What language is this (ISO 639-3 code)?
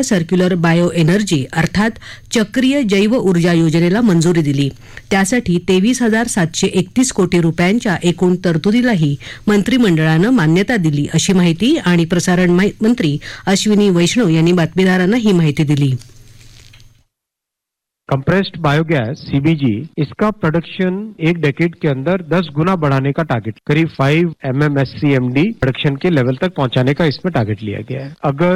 mar